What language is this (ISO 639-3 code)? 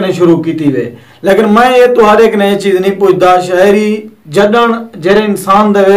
skr